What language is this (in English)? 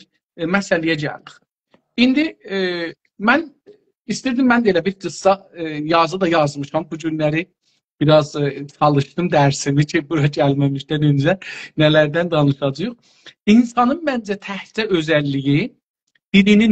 South Azerbaijani